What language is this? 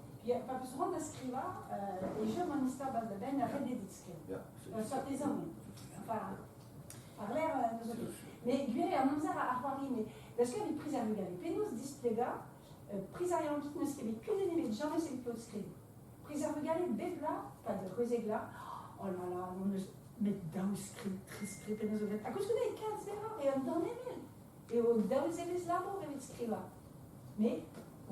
Breton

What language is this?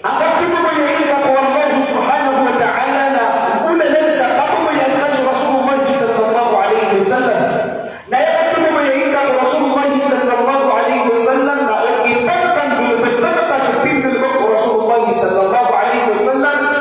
Maranao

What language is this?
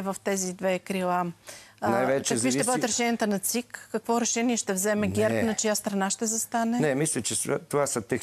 Bulgarian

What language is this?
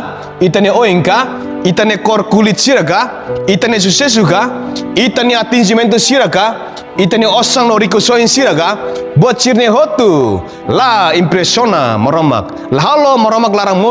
Tetum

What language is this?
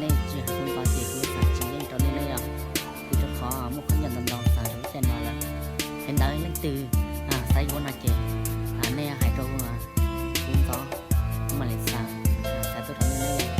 Hmong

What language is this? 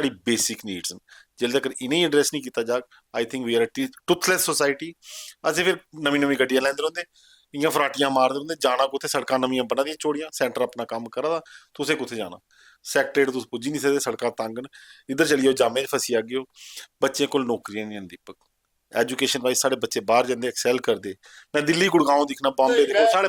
Dogri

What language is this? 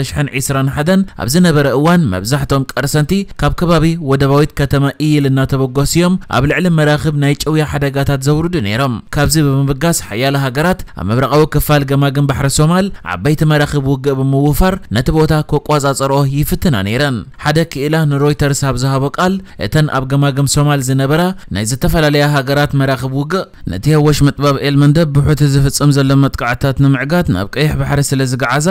Tigrinya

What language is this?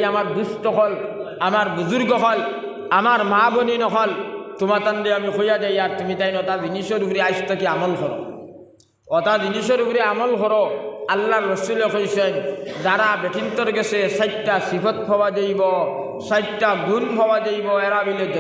Sylheti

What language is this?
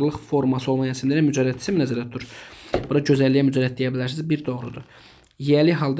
Azerbaijani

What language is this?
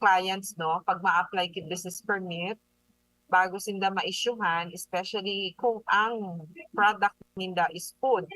Bikol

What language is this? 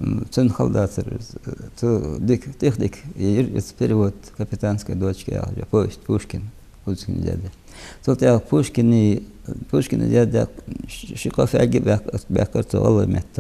Ingush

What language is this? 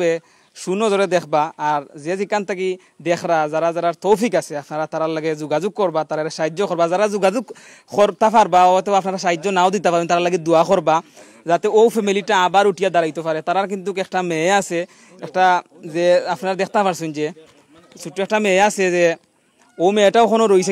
Sylheti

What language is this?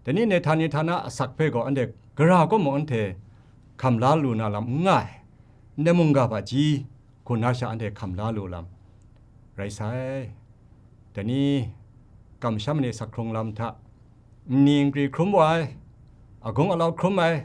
Kachin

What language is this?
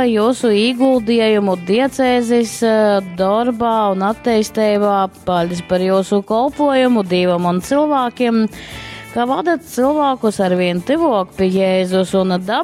Latgalian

